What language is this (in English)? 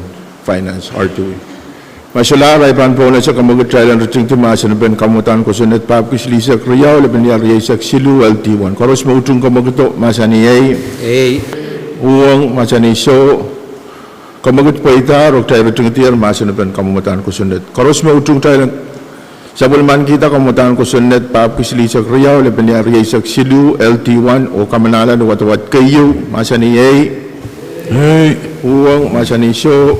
Pohnpeian